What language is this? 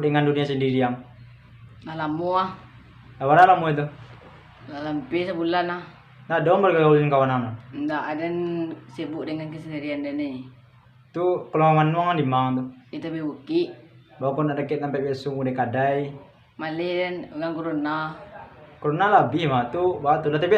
Minangkabau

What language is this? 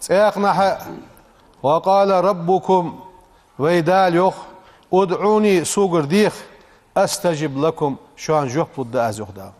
Ingush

